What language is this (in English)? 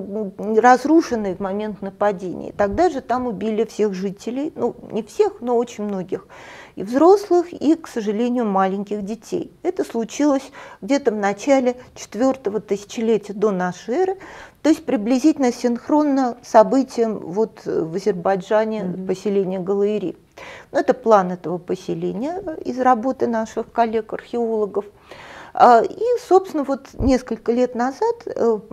Russian